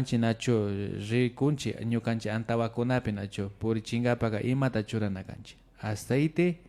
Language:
Imbabura Highland Quichua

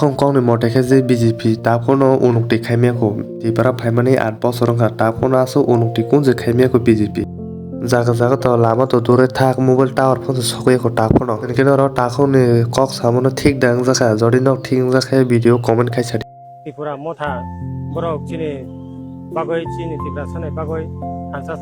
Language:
Kok Borok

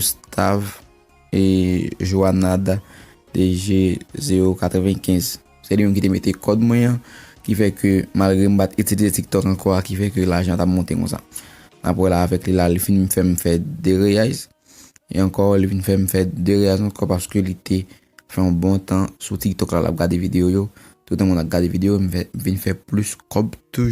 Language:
Haitian Creole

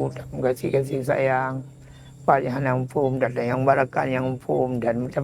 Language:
Achinese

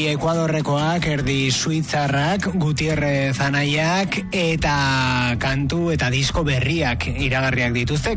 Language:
Basque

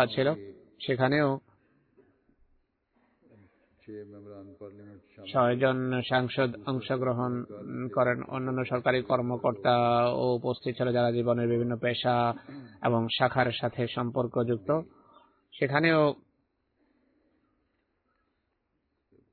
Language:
Bangla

